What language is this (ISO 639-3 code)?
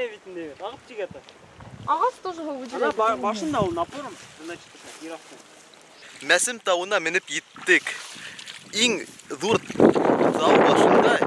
bak